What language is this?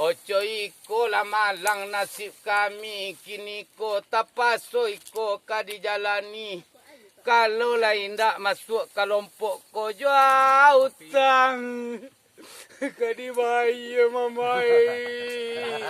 Minangkabau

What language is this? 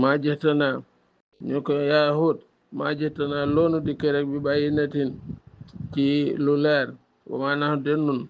Wolof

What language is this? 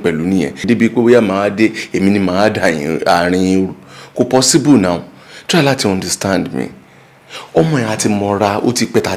Yoruba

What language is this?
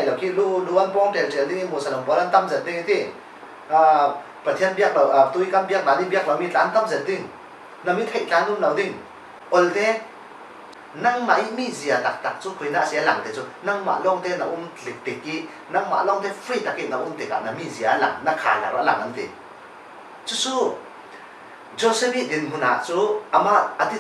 Falam Chin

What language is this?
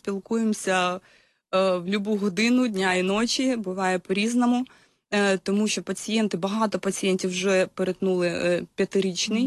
Ukrainian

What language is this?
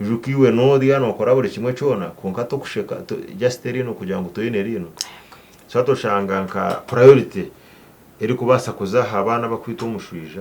Nyankole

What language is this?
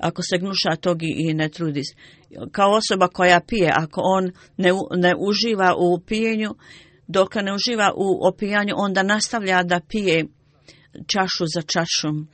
Bosnian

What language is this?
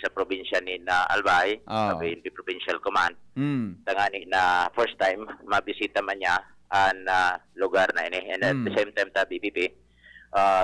Bikol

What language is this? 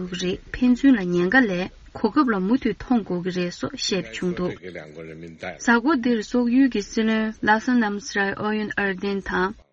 Tibetan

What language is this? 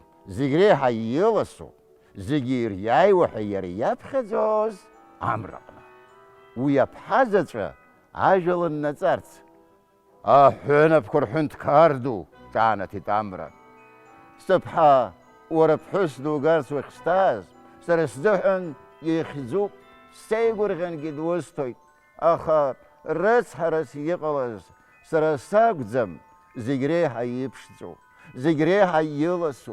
Abkhazian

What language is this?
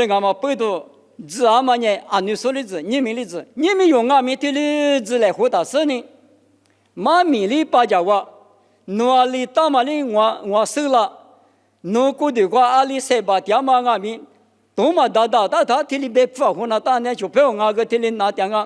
Lisu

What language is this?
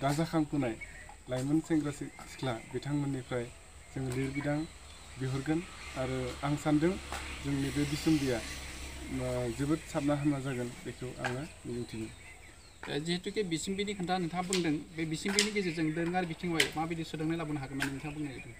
Bodo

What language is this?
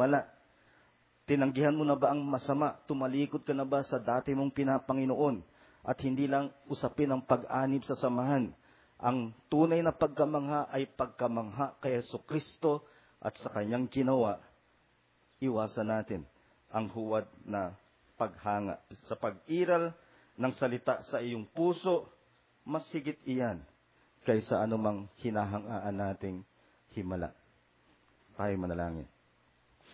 Filipino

